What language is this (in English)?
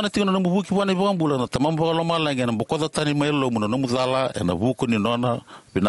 Fijian